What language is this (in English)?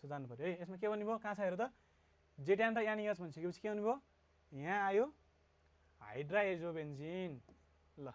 Nepali